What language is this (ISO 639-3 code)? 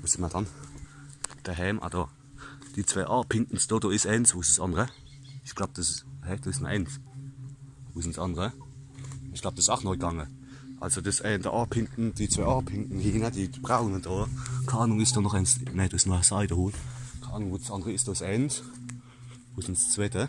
pfl